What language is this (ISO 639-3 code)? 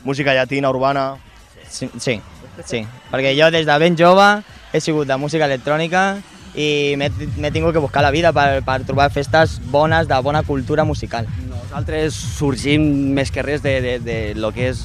cat